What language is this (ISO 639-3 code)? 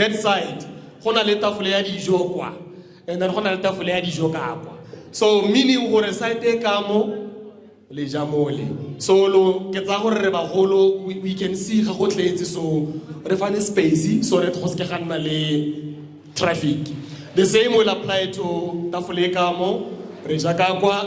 nso